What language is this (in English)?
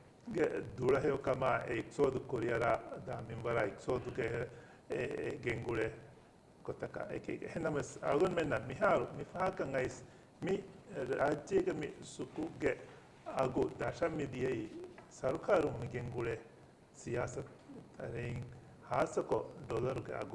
Divehi